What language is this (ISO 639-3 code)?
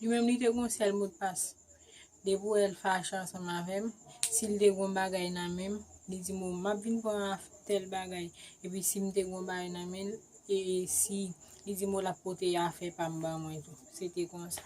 hat